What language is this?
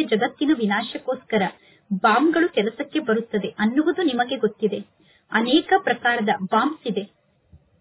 Kannada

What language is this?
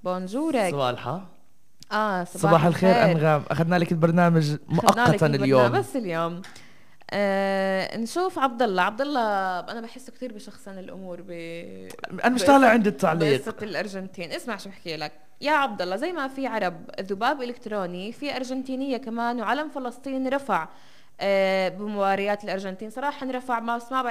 North Levantine Arabic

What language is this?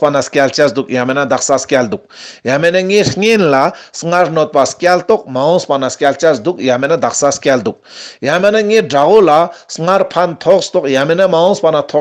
Ladakhi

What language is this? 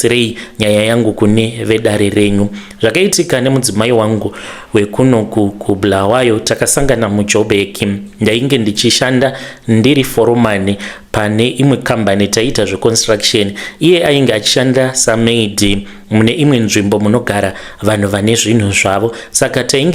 Shona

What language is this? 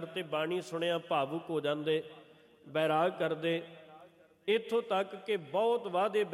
Punjabi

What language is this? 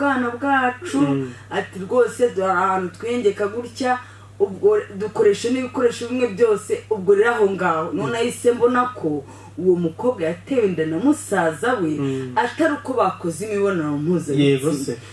Kinyarwanda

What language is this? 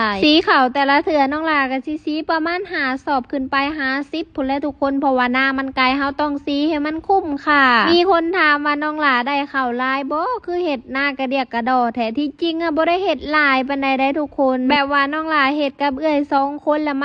Lao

